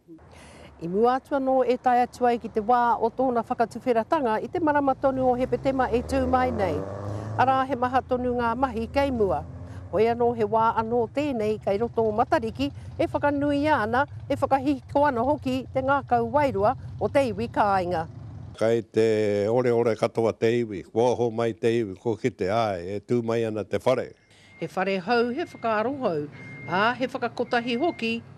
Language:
Māori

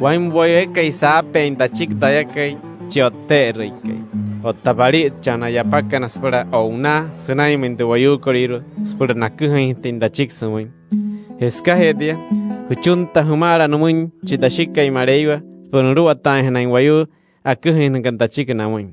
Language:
Wayuu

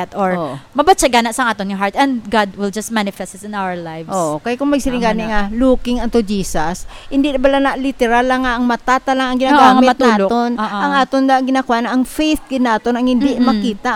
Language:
Hiligaynon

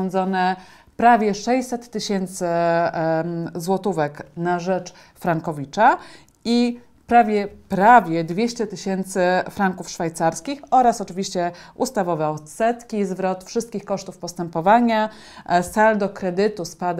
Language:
Polish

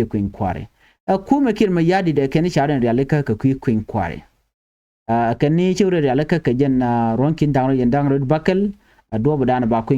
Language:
Nuer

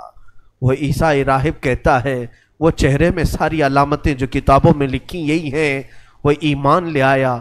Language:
Urdu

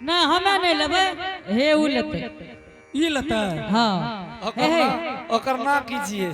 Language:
Angika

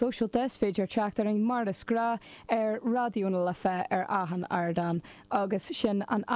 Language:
Irish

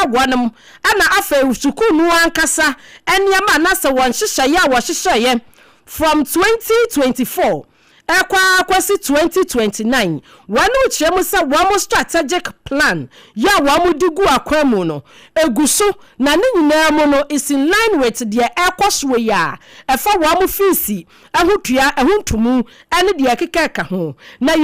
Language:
Akan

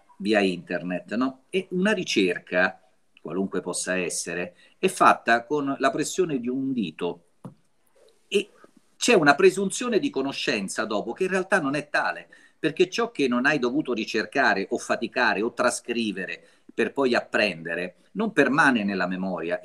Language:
Italian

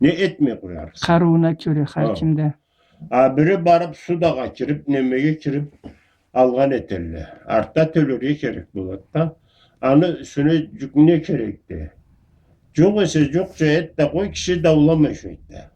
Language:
Karachay-Balkar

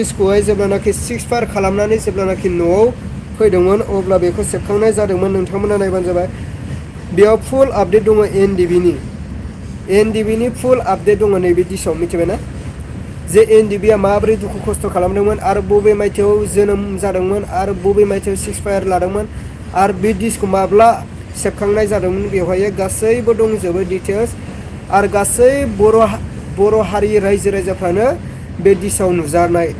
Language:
Bodo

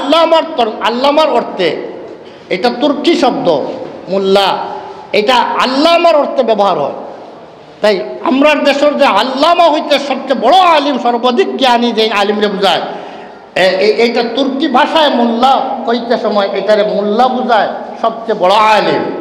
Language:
Sylheti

